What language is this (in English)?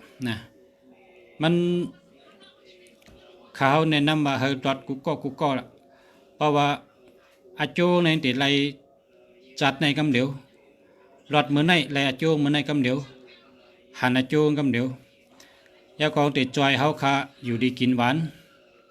Shan